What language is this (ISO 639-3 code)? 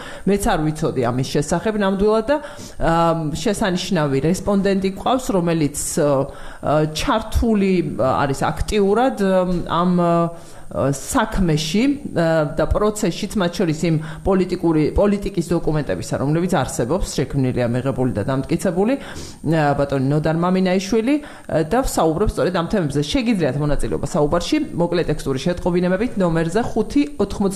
kat